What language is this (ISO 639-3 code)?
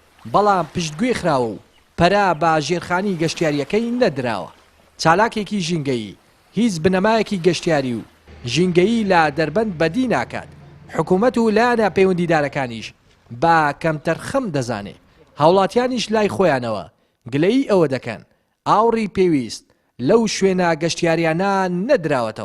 ckb